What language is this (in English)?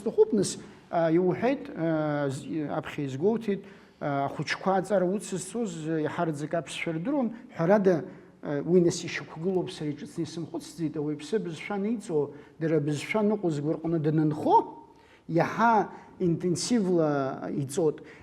Abkhazian